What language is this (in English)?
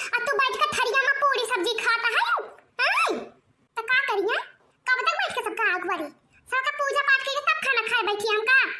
Awadhi